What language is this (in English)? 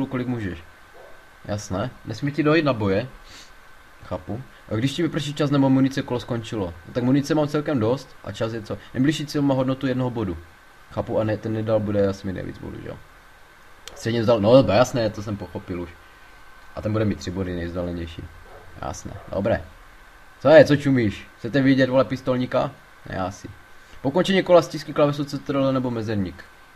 Czech